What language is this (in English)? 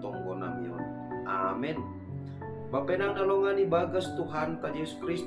Batak Simalungun